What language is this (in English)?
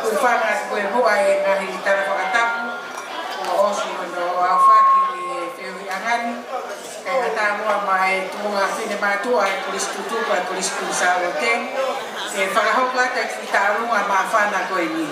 Tongan